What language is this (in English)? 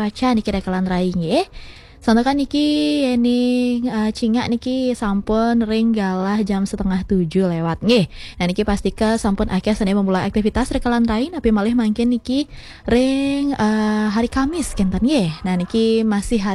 Balinese